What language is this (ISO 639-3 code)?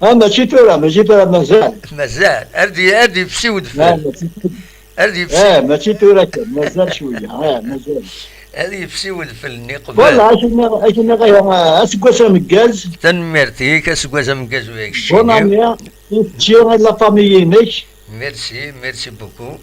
kab